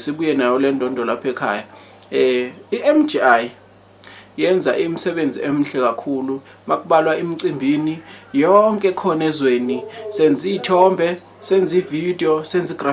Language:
Zulu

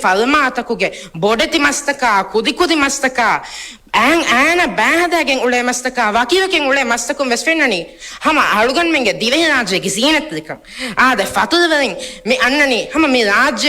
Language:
Divehi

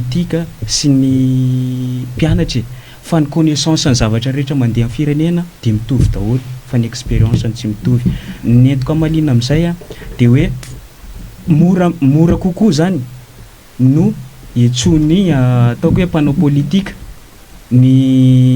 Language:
Malagasy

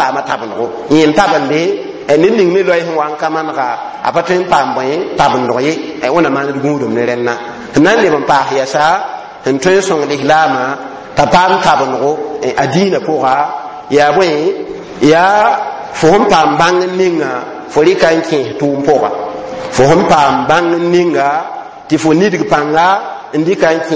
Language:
Mossi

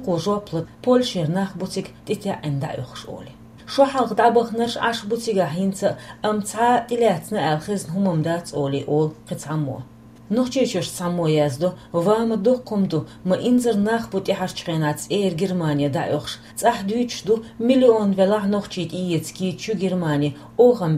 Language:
Chechen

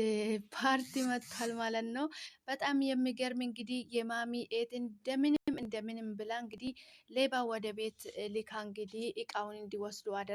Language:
Amharic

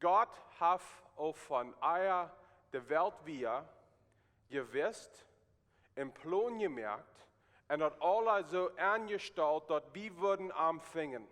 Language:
Plautdietsch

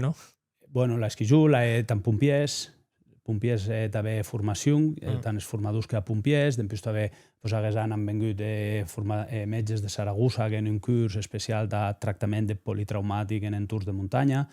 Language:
Occitan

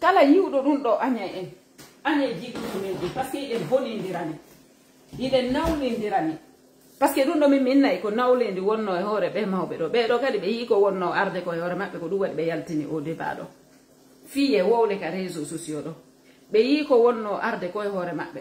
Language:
Fula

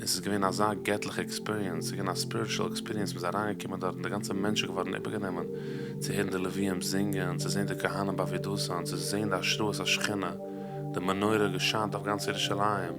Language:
Yiddish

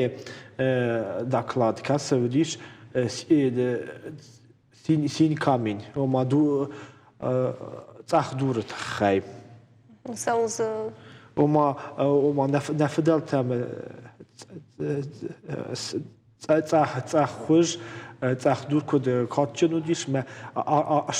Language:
Ossetic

